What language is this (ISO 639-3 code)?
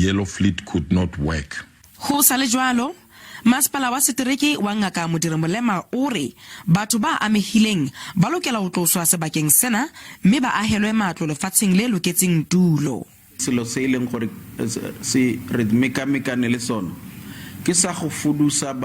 sot